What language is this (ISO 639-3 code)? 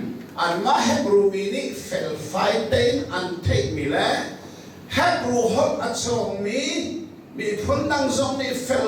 cnh